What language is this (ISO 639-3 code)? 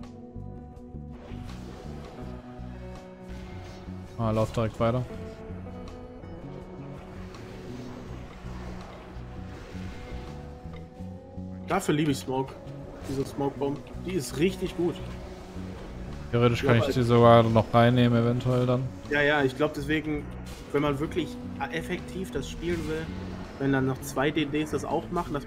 deu